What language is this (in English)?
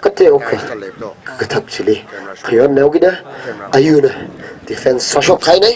Tangkhul Naga (India)